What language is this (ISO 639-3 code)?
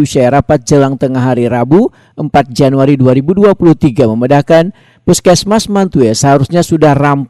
bjn